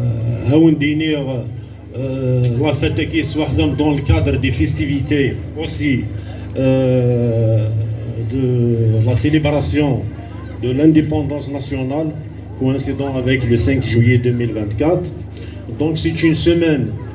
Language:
Kabyle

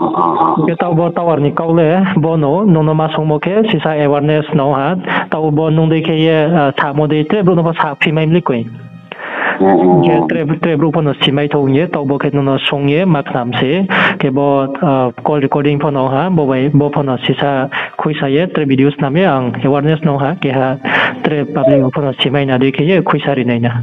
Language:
Riang (India)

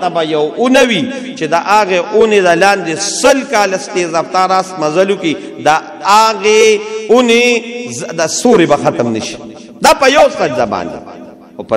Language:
Pashto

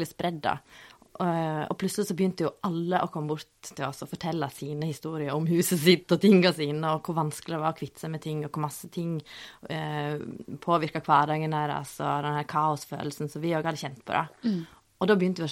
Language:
Norwegian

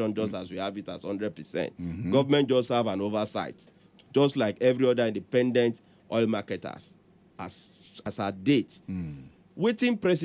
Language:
Nigerian Pidgin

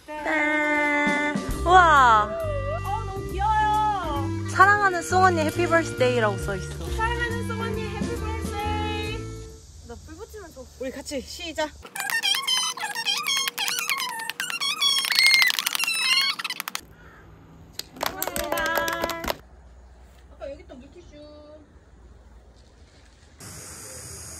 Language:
Korean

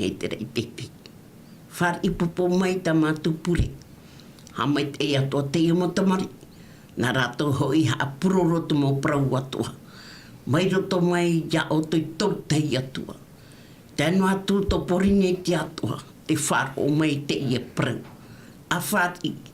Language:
Tahitian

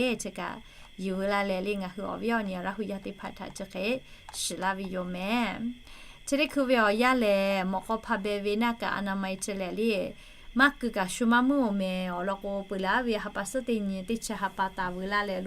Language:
Lahu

